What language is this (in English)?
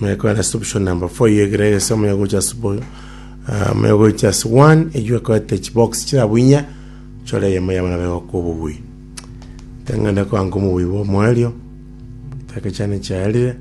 Gusii